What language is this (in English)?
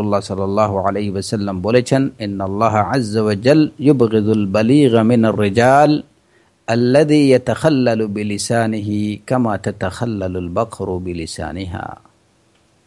Bangla